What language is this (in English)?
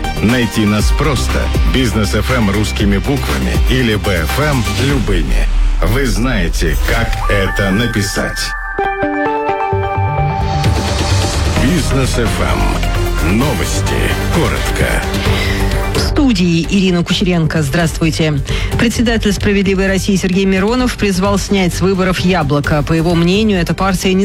Russian